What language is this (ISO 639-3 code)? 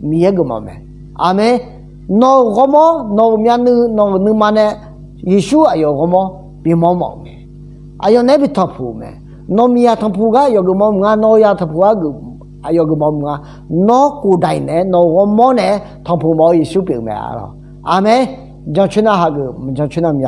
ahk